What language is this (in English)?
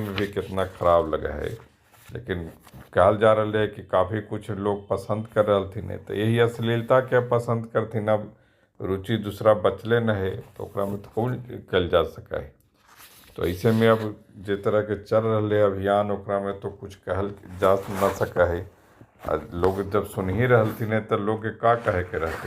Magahi